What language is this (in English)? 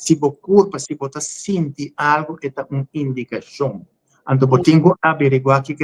Papiamento